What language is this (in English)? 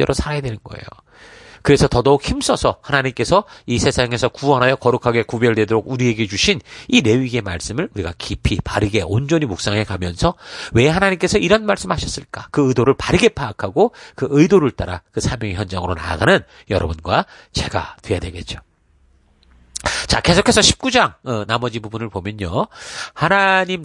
Korean